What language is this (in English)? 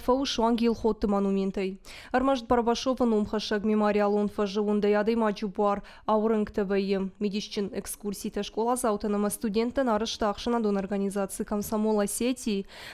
Ossetic